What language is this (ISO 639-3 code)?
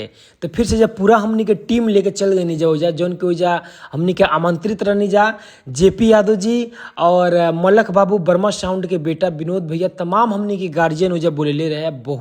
bho